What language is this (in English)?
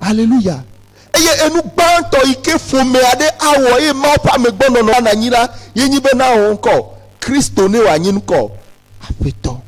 Ewe